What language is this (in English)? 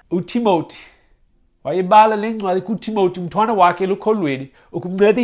Xhosa